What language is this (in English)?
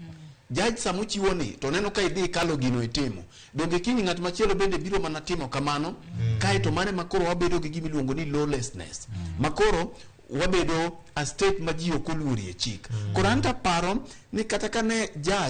Luo (Kenya and Tanzania)